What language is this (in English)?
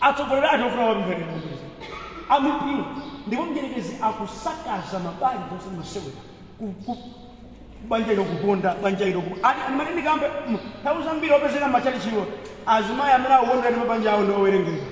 Nyanja